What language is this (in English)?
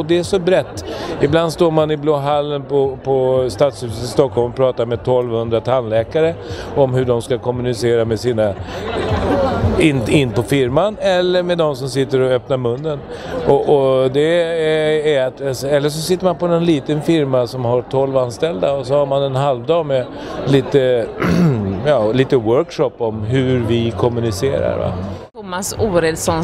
Swedish